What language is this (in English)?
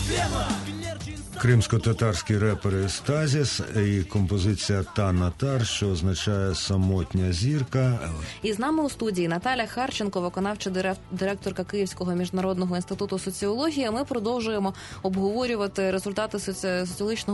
Ukrainian